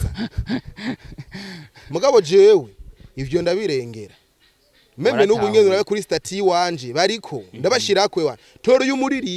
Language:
Rundi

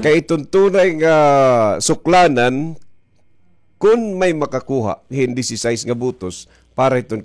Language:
Waray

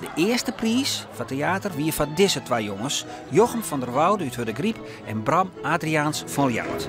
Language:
Western Frisian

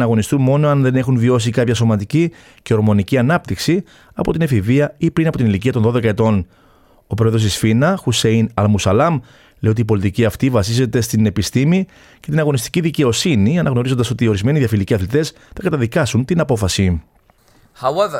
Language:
Greek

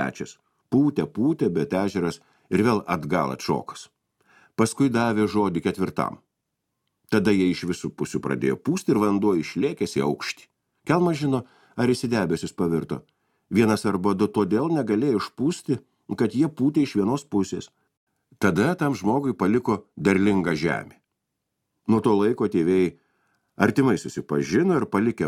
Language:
Lithuanian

